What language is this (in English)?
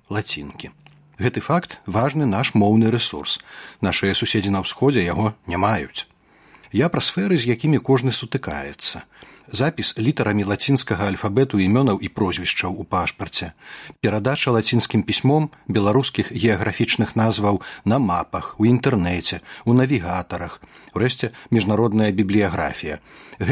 Belarusian